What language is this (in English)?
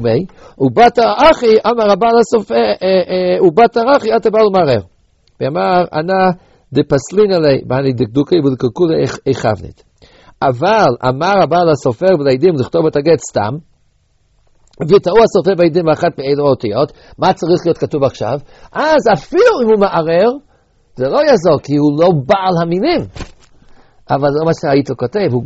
Hebrew